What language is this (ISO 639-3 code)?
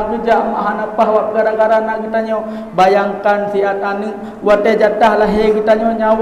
ace